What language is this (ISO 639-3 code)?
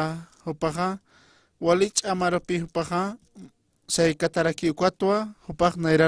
aym